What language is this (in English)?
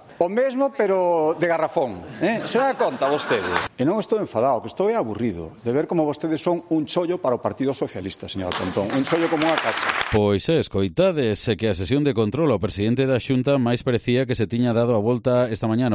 Galician